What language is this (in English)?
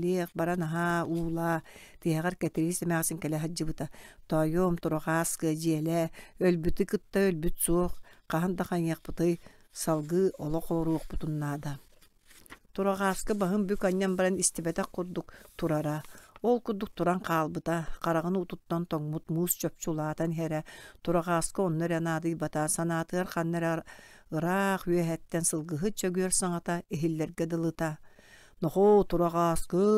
Yakut